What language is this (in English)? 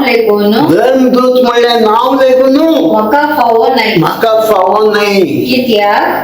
Konkani